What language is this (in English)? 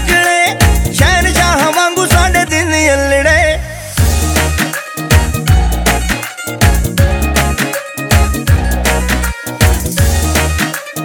Punjabi